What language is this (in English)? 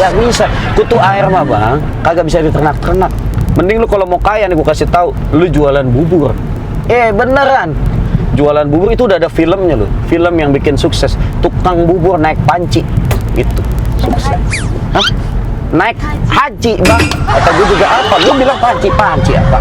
Betawi